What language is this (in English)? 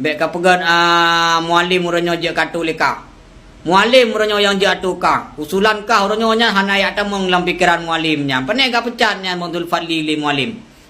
Achinese